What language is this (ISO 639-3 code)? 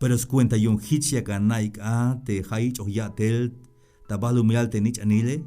tzh